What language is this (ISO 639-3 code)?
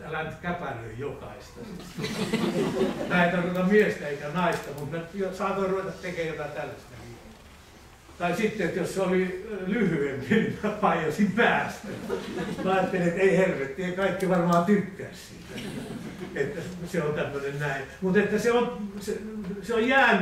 fin